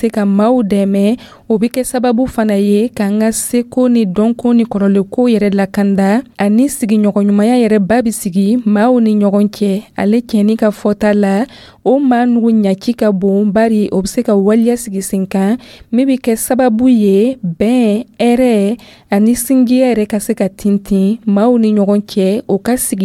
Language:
Dyula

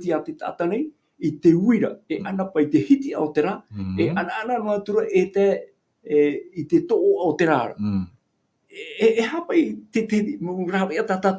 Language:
Tahitian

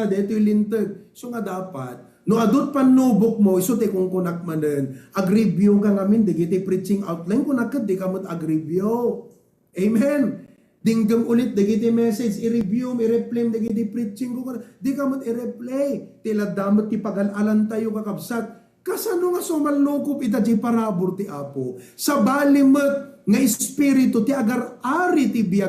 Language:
Iloko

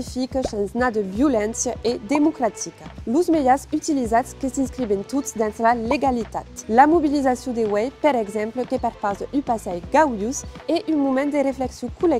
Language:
Occitan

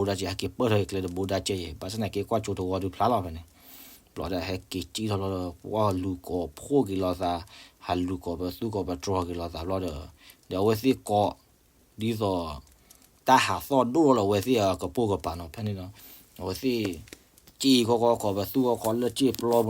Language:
S'gaw Karen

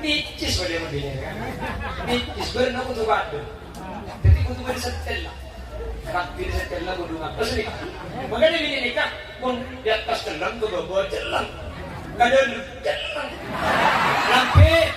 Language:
Madurese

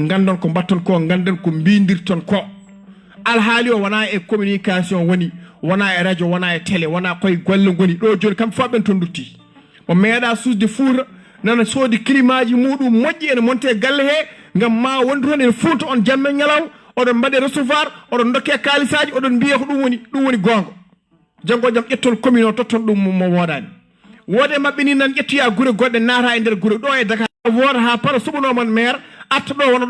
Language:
Fula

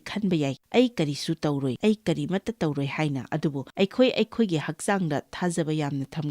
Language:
Manipuri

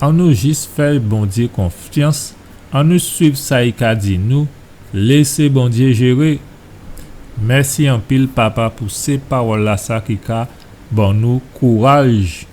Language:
Guadeloupean Creole French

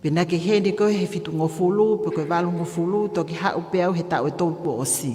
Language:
Tongan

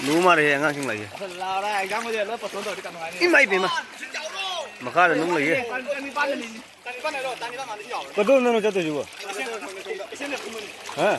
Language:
Manipuri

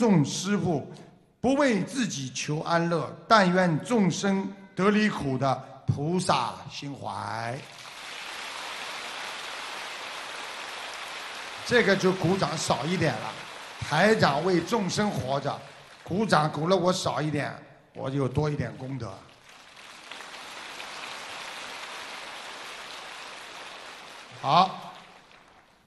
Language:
Chinese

